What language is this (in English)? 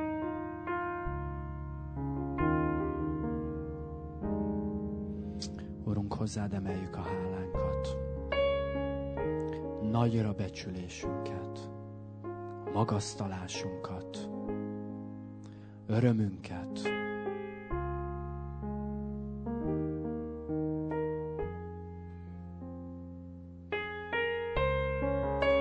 Hungarian